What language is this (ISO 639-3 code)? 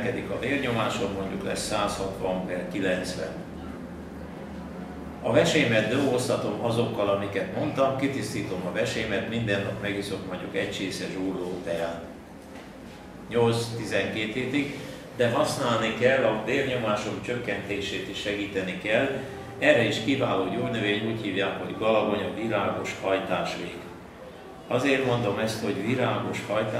hun